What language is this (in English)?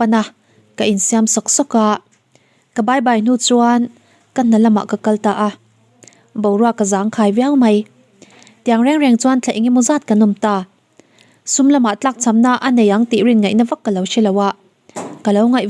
Mizo